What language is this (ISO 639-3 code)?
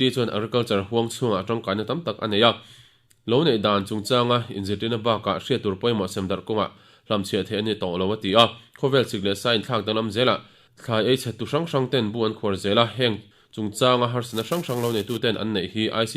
lus